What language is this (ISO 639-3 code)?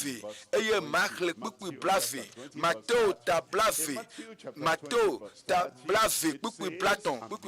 ewe